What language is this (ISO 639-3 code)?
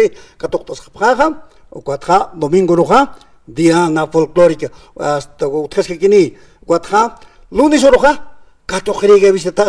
aym